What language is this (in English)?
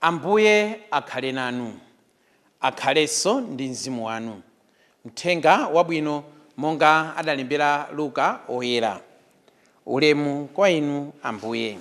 Nyanja